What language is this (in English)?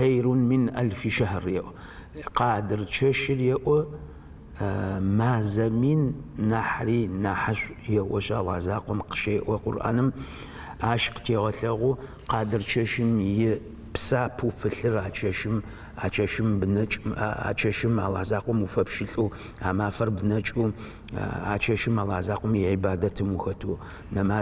Adyghe